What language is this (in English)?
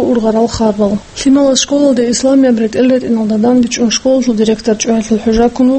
Avaric